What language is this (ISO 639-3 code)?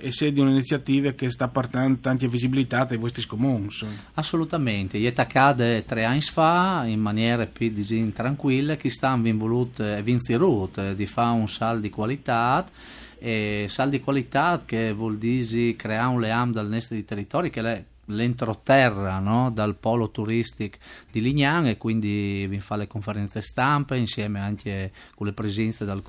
fur